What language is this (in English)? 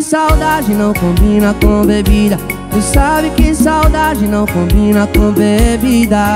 Portuguese